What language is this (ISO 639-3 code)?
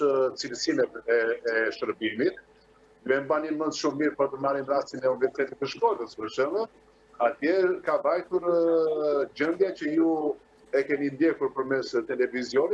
sqi